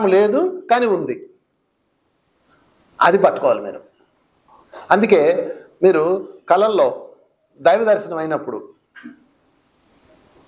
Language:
Telugu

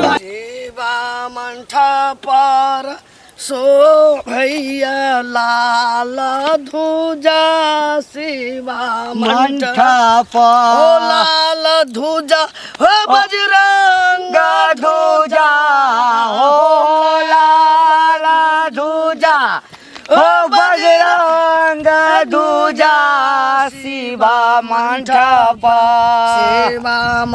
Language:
Maithili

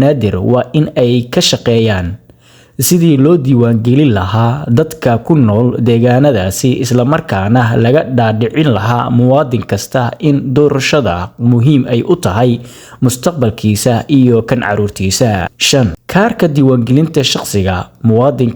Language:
Somali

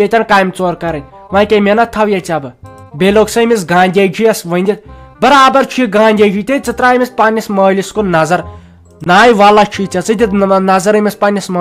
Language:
Kashmiri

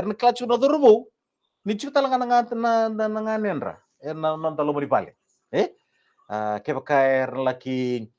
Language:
Fijian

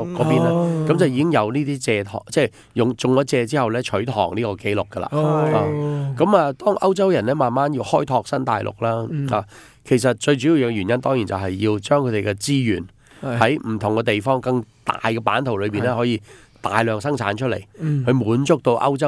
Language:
Cantonese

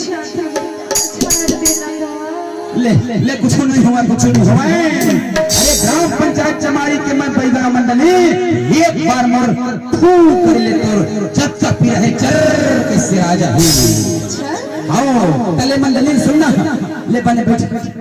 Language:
Chhattisgarhi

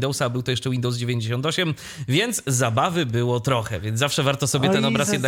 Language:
Polish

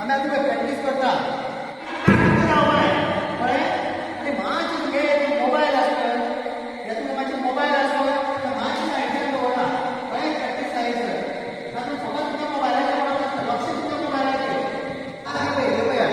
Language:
Konkani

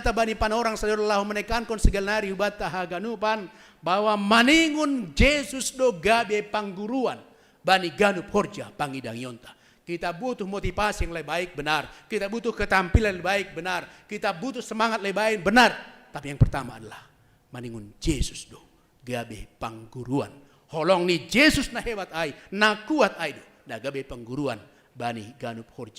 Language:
Batak Simalungun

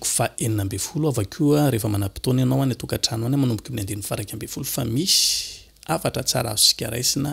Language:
Malagasy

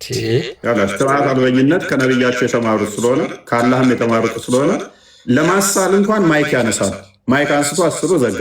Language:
Amharic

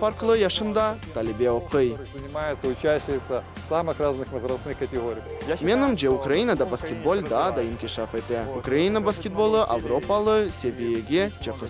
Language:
Crimean Tatar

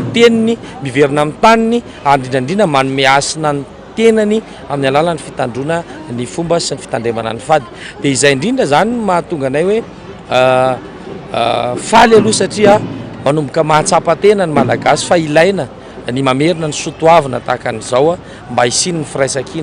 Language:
Malagasy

